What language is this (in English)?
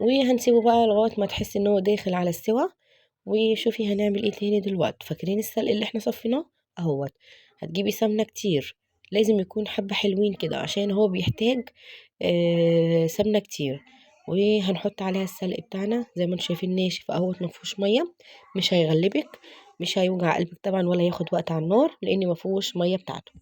Egyptian Arabic